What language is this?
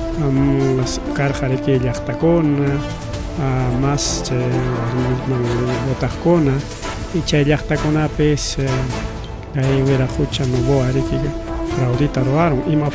Ayacucho Quechua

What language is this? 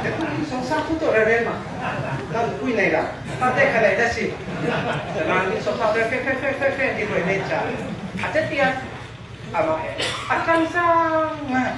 Falam Chin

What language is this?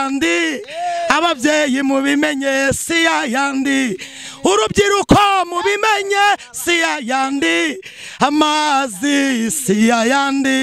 Kinyarwanda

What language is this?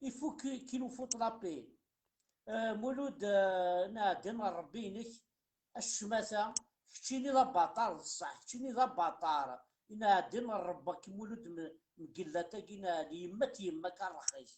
Kabyle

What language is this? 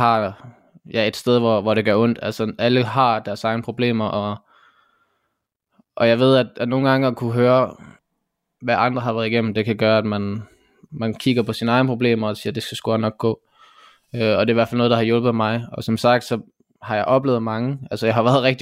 Danish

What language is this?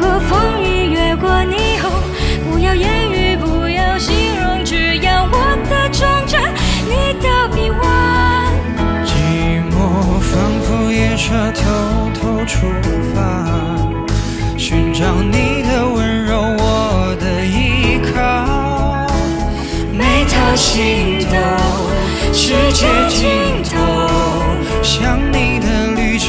Chinese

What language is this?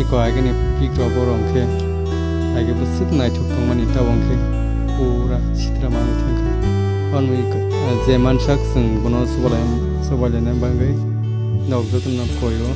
Kok Borok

